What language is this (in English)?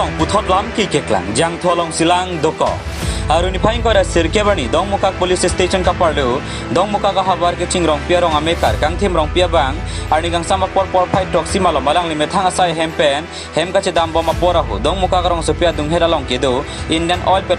Karbi